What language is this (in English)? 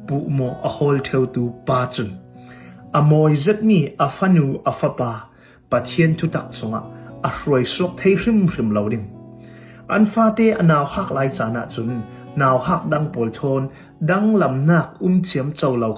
Hakha Chin